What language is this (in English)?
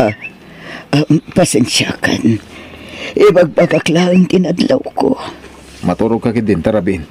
Iloko